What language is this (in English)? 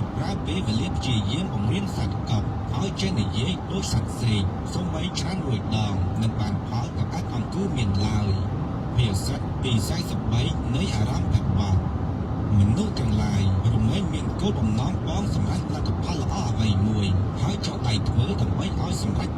Khmer